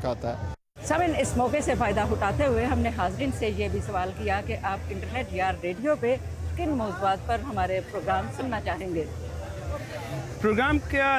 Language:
Urdu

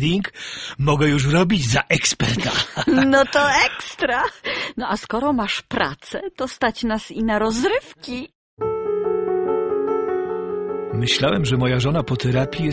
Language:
Polish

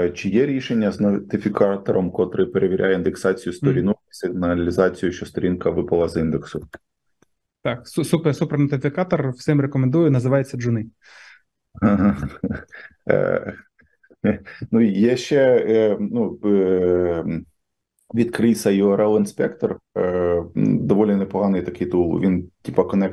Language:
Ukrainian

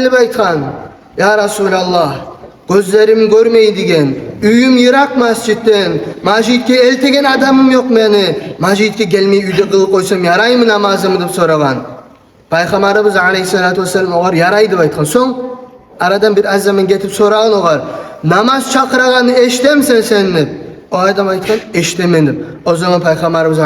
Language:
Kumyk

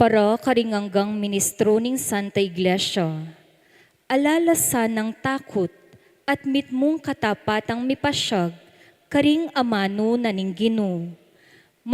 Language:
Pampanga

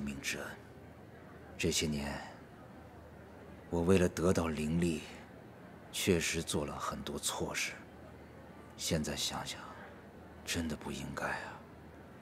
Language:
Chinese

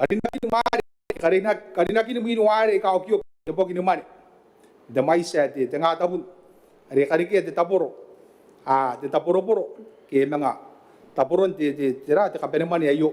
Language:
Gilbertese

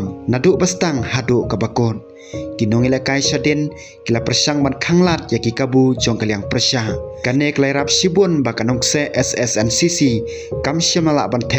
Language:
Khasi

